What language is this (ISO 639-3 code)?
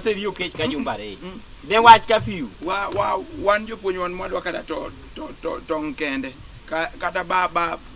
luo